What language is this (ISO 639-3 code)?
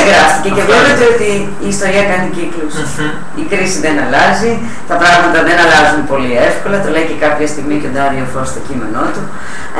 ell